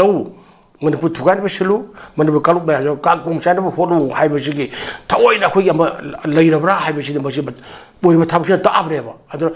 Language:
Manipuri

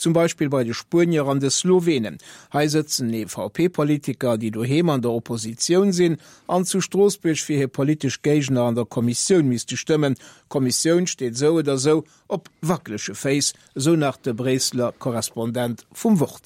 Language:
Luxembourgish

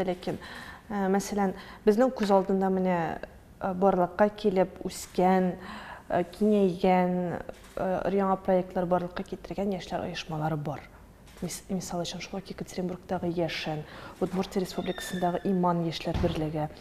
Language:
Tatar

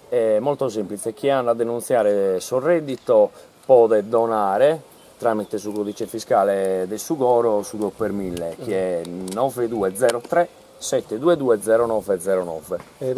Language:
Sardinian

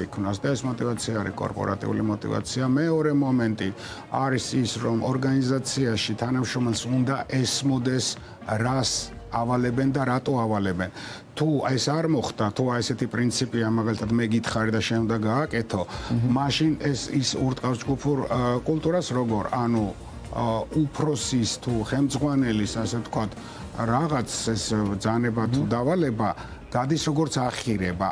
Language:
Georgian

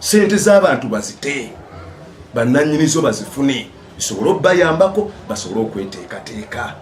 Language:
Ganda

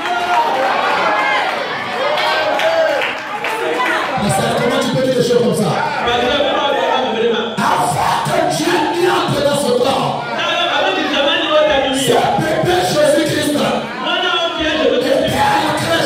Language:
French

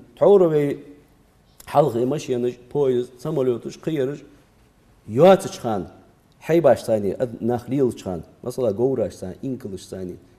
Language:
Ingush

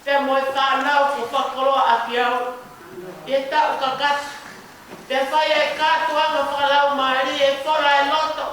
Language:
Tongan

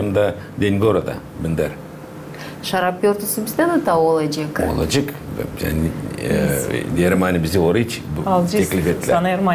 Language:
Gagauz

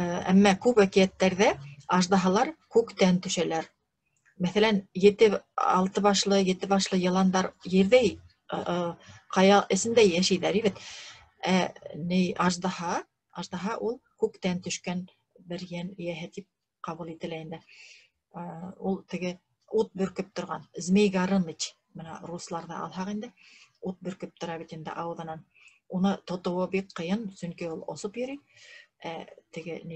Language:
Bashkir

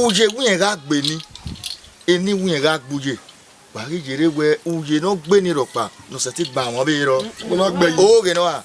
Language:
Bini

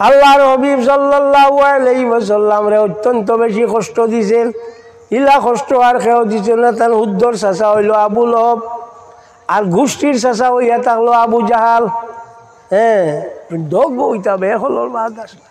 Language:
Sylheti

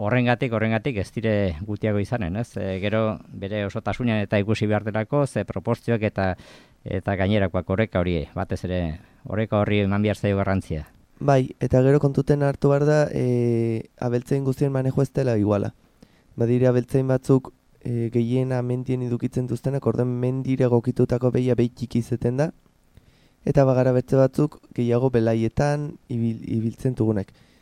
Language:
Basque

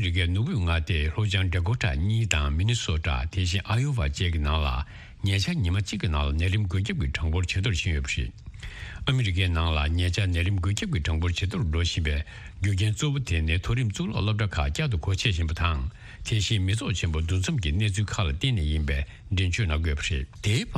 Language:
Tibetan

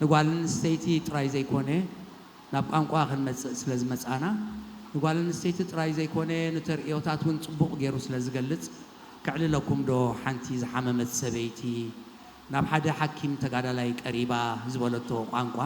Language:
Tigrinya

